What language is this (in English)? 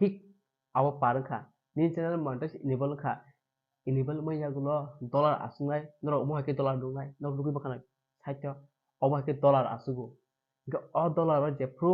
Kok Borok